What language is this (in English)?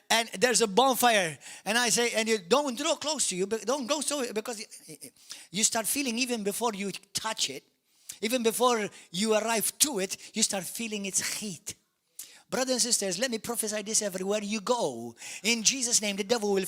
English